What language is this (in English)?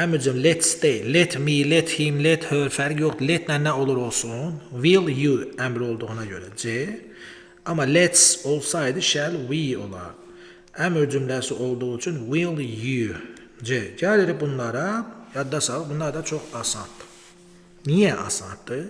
Azerbaijani